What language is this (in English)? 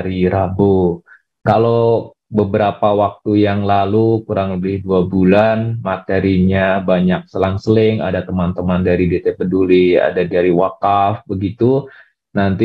Indonesian